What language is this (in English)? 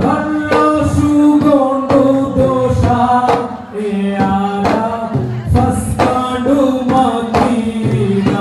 Divehi